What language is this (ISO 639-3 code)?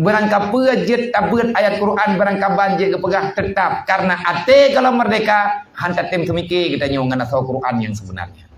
ace